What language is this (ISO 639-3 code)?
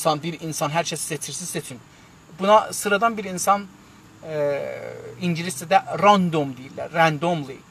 azb